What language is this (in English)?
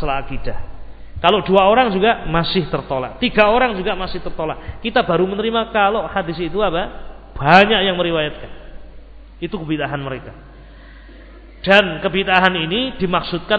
Indonesian